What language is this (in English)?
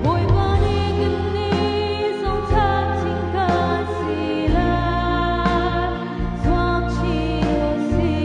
Hakha Chin